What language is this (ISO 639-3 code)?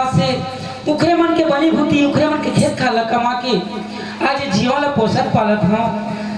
hne